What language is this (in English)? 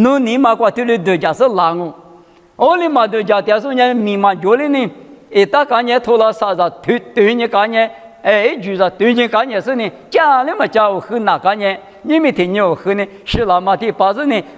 Lisu